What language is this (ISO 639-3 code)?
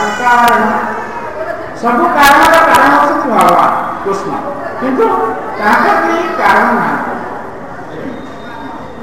ori